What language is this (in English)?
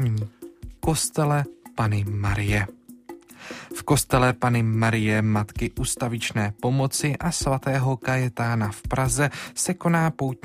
Czech